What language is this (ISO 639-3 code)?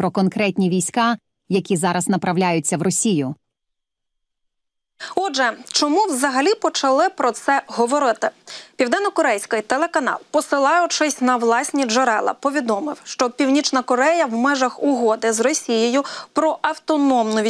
ukr